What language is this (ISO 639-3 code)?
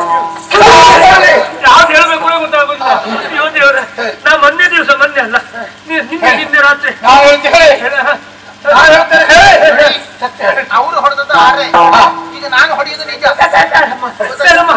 kan